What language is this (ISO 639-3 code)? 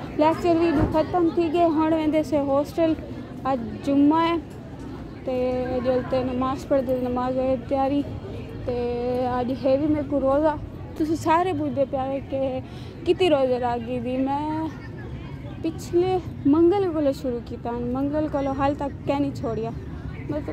skr